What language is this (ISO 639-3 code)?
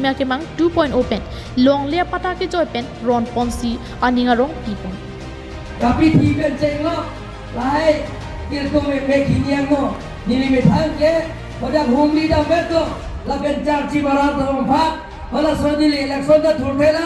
mjw